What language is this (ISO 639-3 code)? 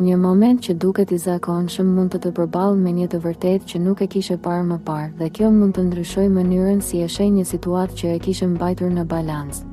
sqi